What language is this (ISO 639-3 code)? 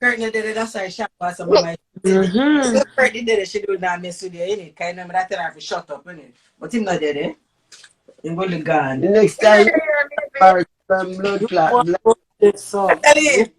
jam